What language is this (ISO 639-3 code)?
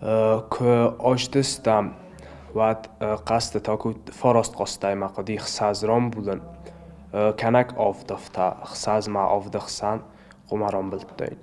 oss